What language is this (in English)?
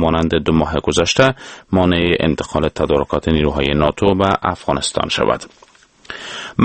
Persian